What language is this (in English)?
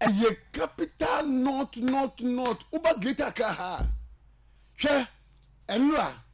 Akan